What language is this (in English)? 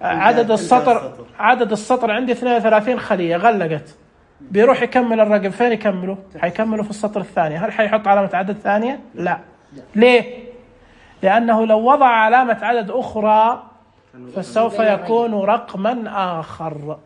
Najdi Arabic